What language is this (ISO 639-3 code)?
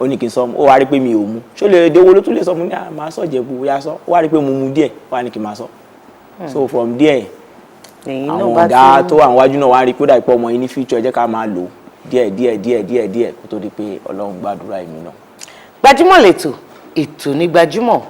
yor